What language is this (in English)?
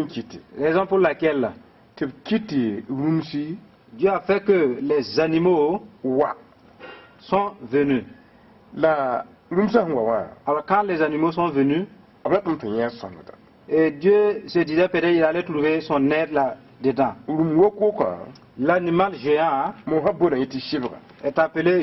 Mossi